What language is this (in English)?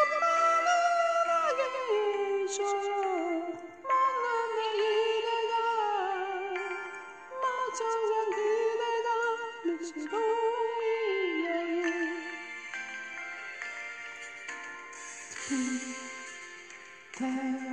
Korean